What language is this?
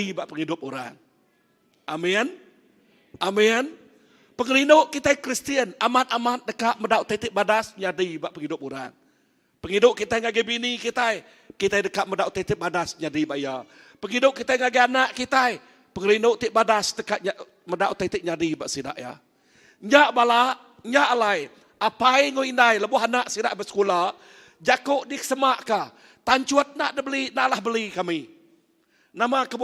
Iban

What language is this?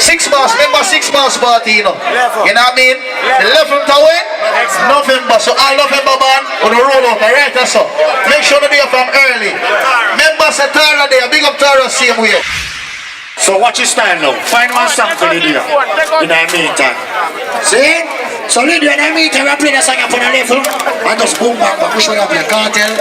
Jamaican Creole English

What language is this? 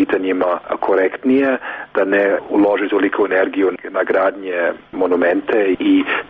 Serbian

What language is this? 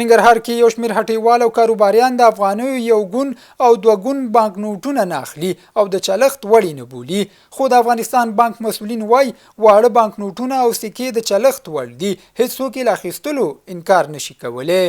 Pashto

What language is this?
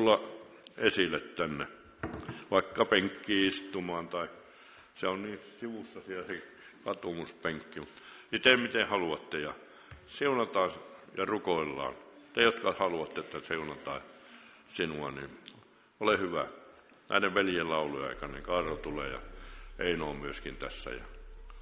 Finnish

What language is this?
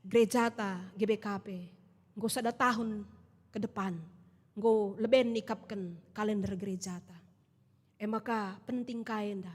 Batak Karo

